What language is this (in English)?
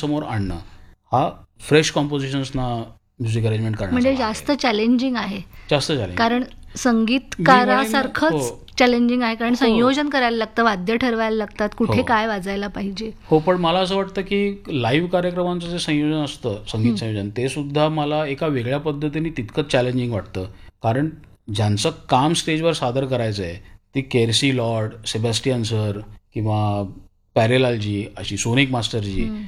Marathi